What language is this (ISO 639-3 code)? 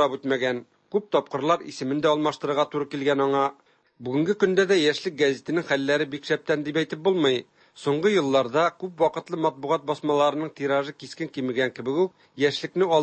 tat